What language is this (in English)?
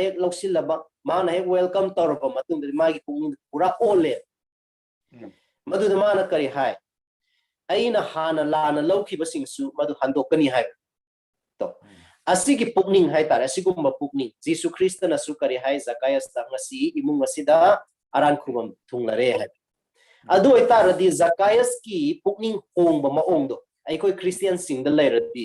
Manipuri